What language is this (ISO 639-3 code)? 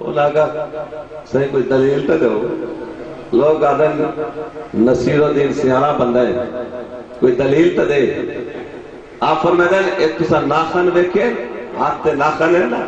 skr